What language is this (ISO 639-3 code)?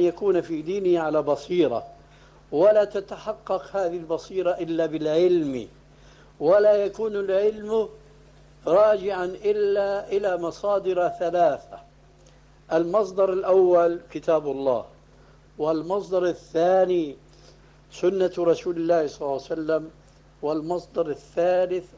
ara